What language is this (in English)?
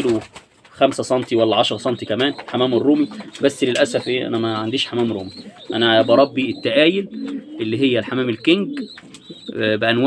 Egyptian Arabic